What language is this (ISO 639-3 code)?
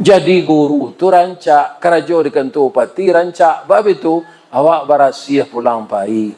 min